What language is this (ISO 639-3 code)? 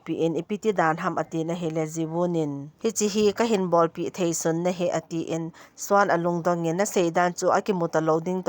tcz